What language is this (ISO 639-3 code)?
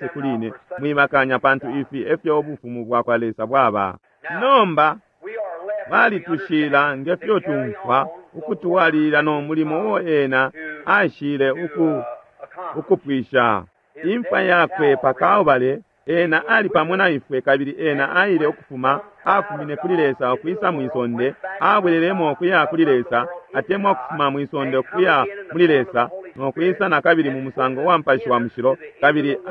bem